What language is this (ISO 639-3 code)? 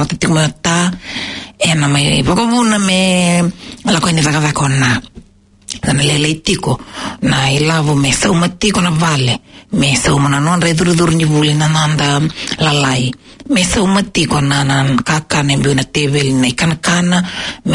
fij